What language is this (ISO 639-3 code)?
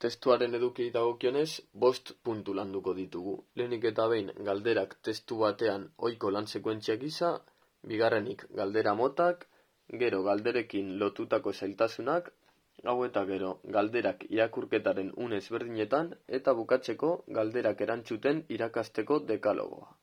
eus